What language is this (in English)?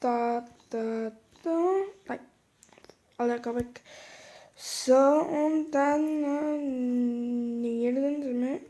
Swiss German